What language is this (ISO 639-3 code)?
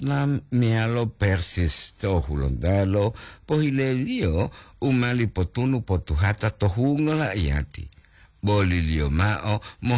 gor